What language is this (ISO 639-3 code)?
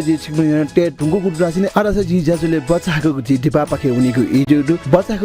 new